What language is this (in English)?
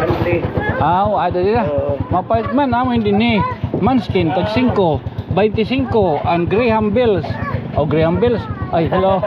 Waray